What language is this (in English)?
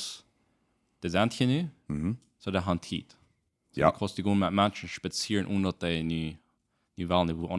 Plautdietsch